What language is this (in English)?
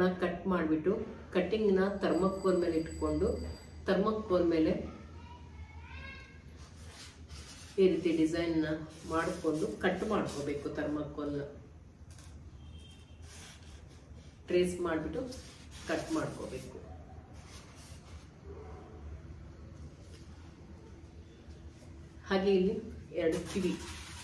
Kannada